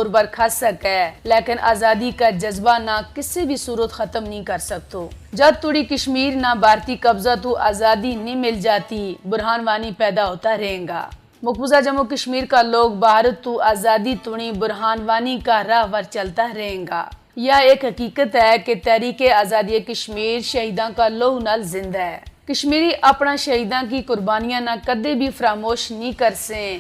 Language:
Gujari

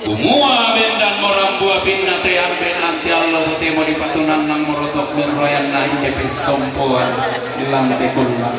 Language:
Toraja-Sa'dan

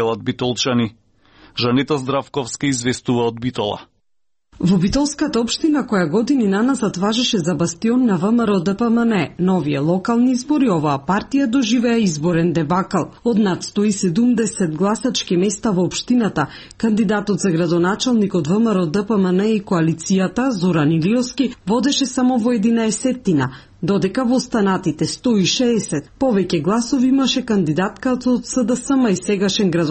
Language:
Macedonian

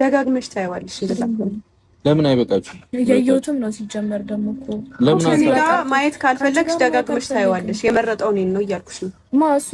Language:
Amharic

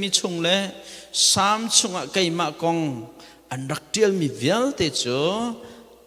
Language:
Hakha Chin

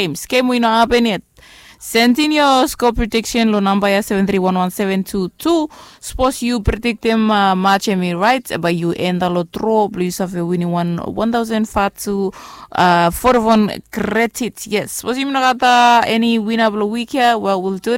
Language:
Bislama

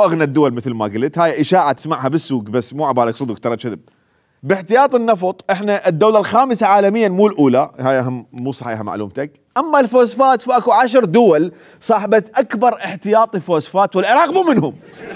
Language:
Mesopotamian Arabic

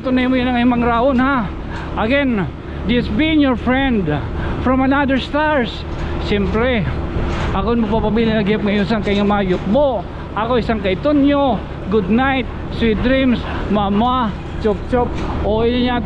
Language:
Waray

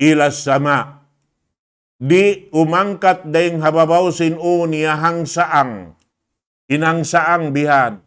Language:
Tausug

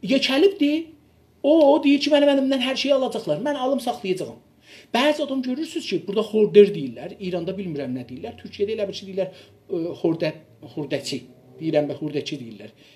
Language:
South Azerbaijani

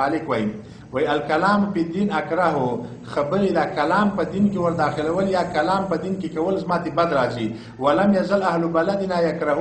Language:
Pashto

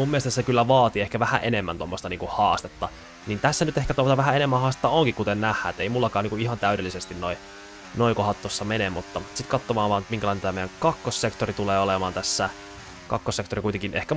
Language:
Finnish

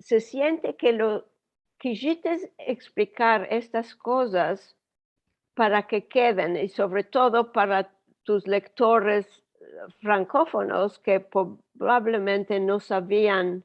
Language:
Ladino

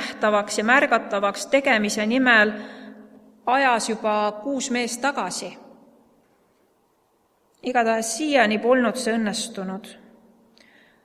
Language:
Estonian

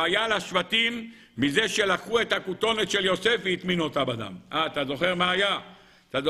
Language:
Hebrew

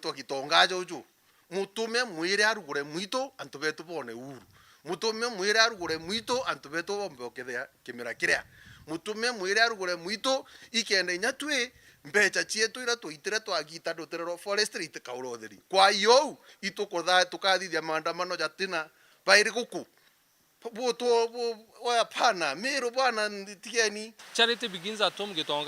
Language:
Meru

